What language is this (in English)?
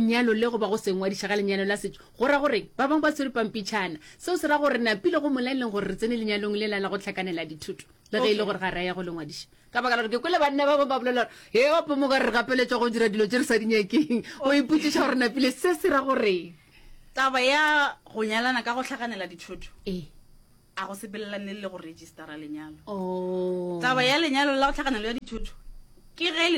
Northern Sotho